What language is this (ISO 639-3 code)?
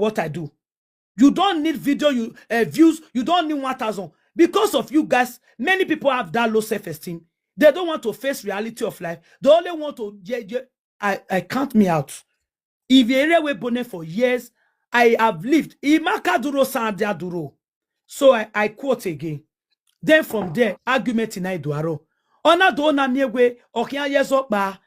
pcm